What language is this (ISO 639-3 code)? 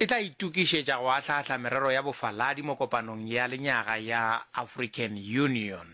nso